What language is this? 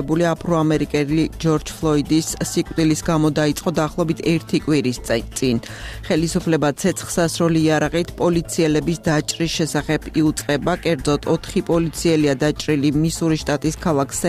Georgian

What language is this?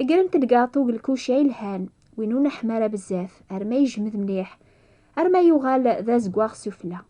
Kabyle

